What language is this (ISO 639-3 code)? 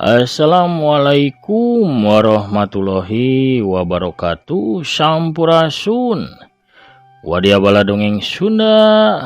sun